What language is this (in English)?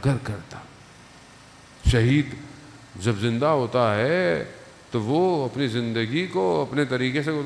Urdu